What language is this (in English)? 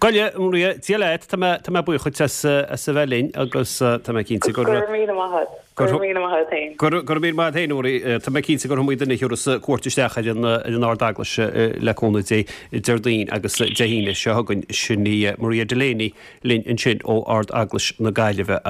Irish